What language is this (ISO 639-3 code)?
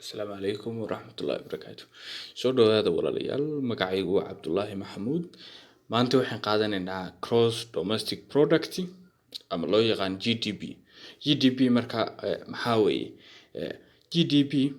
som